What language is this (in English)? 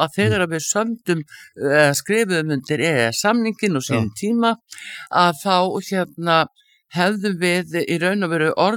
Icelandic